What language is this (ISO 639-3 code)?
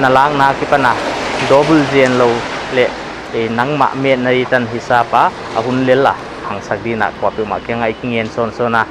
pck